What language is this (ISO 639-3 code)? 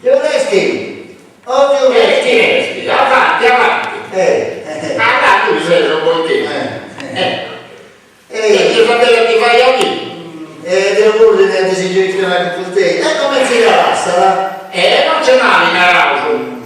srd